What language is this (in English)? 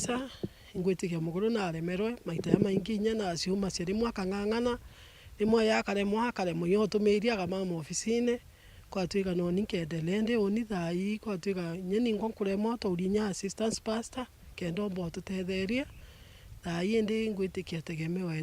Meru